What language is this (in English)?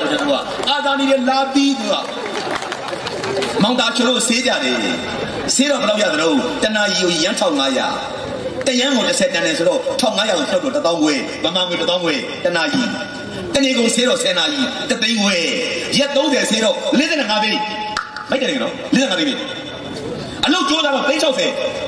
Burmese